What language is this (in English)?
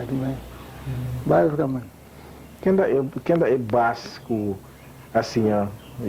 Papiamento